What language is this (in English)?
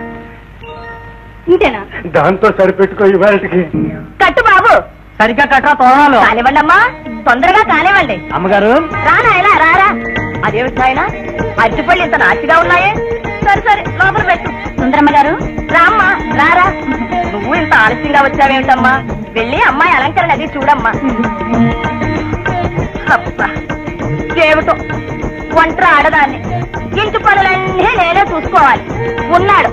Telugu